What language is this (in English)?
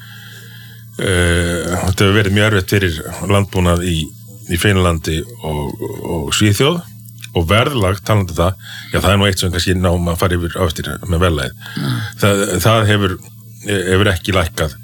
Icelandic